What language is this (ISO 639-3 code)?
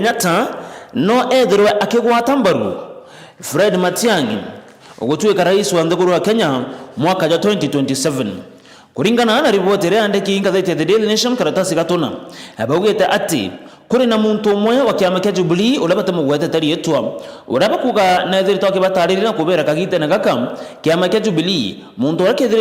mer